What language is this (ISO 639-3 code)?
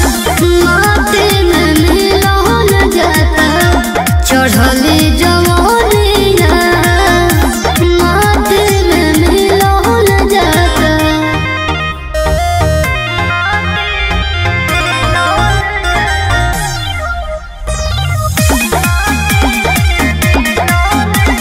bho